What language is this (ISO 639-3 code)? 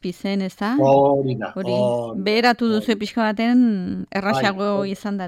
eus